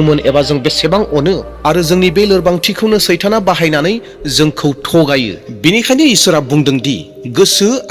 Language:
Bodo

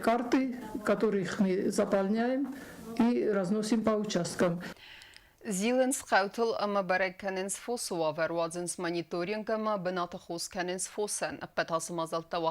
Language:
Ossetic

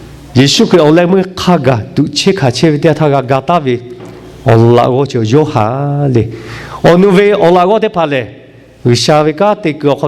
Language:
Lahu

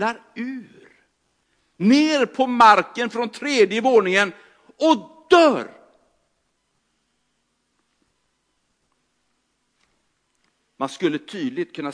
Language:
Swedish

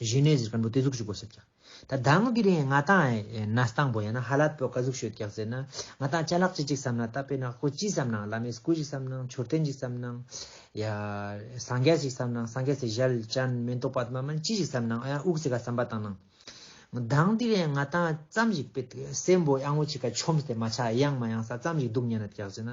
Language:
Ladakhi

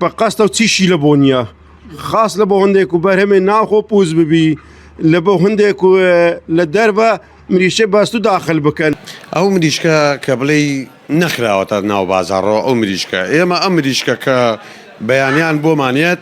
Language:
Central Kurdish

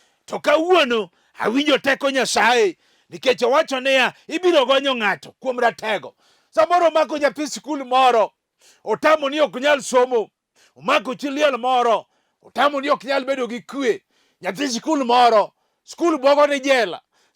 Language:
Luo (Kenya and Tanzania)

